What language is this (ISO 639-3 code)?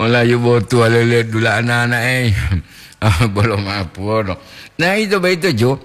gor